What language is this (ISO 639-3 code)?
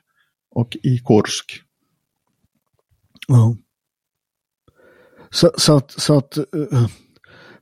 swe